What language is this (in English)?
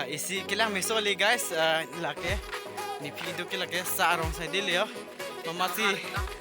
Karbi